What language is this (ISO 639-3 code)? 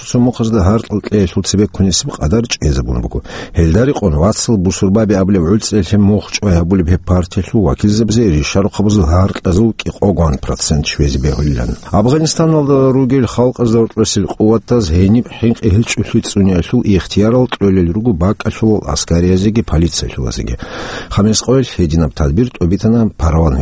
ava